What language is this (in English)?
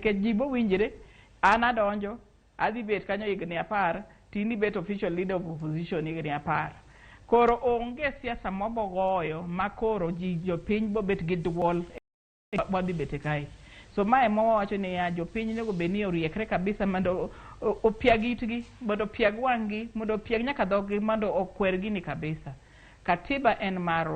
Luo (Kenya and Tanzania)